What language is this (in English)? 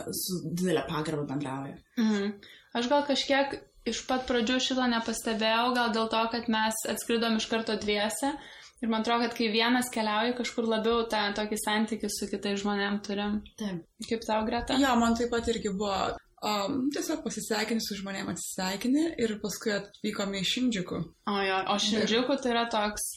Lithuanian